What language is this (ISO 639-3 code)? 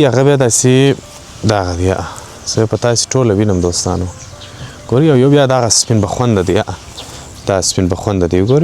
pus